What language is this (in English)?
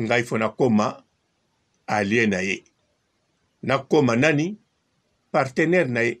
Lingala